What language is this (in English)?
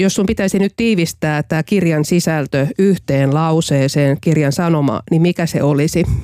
Finnish